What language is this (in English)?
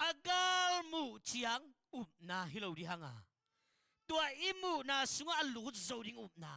Tedim Chin